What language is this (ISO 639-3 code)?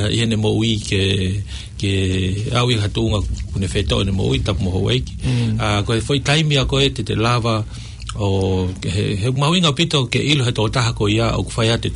ton